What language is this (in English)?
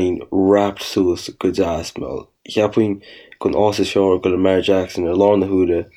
Irish